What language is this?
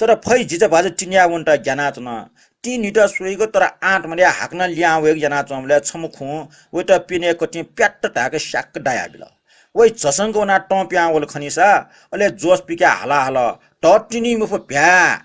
Newari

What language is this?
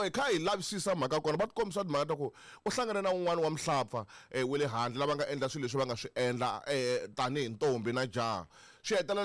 Tsonga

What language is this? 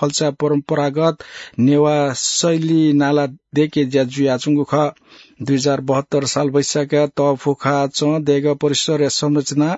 Newari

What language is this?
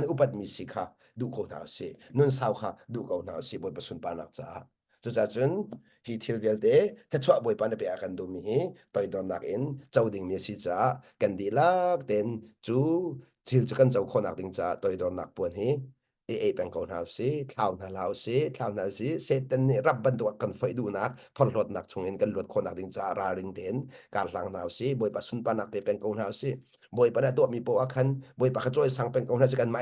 Hakha Chin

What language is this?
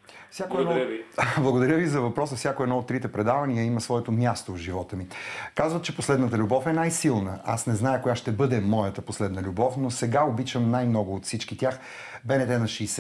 Bulgarian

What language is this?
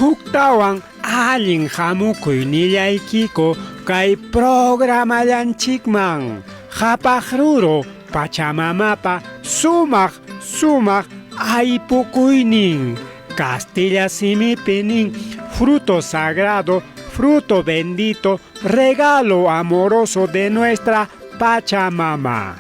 Ayacucho Quechua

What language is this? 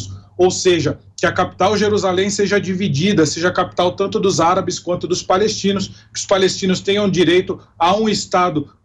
Portuguese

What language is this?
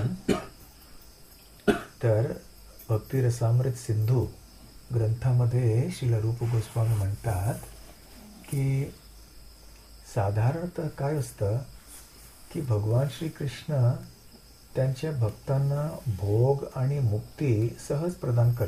Marathi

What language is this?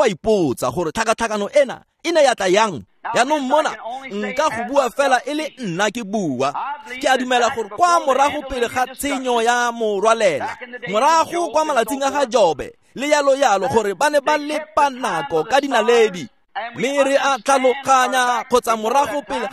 Tswana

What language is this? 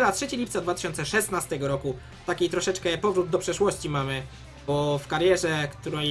Polish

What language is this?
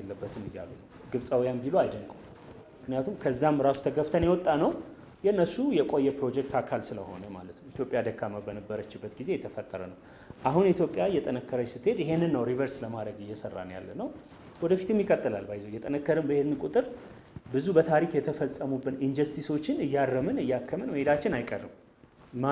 Amharic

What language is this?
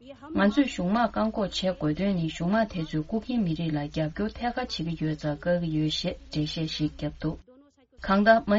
Tibetan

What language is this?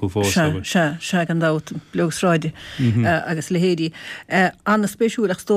Irish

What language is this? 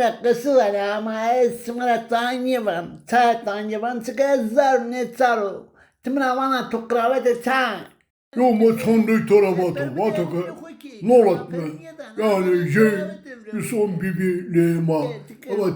Zaza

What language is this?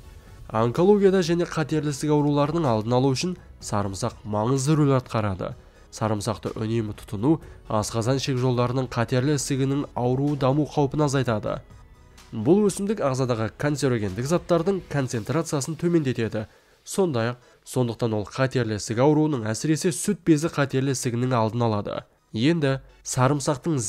Kazakh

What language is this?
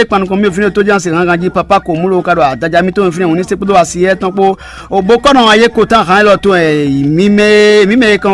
Fon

